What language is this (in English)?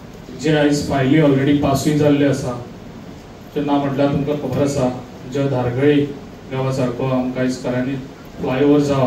Konkani